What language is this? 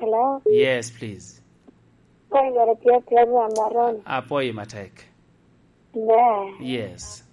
Lango (Uganda)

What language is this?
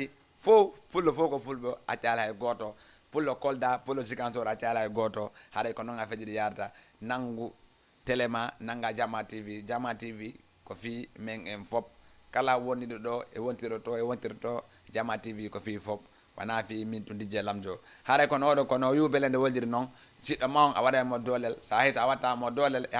Fula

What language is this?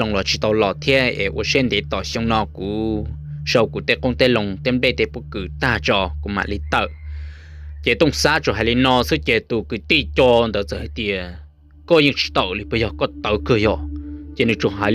Hmong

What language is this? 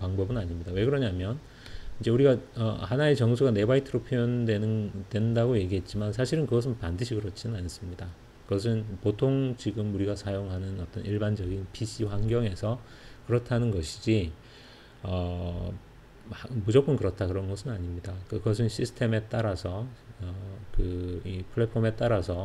Korean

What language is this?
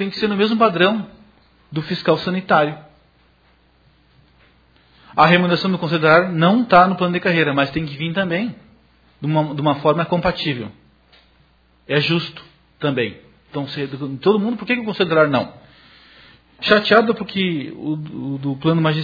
Portuguese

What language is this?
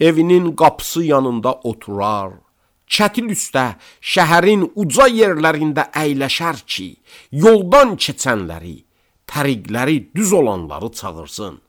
Azerbaijani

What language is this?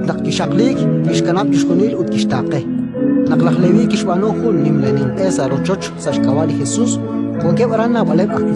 Kekchí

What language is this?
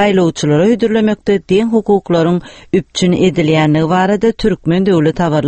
Turkmen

